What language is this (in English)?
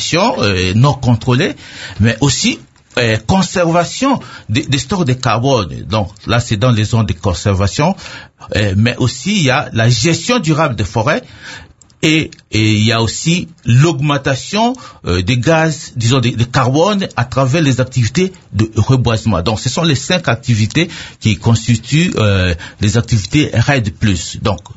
French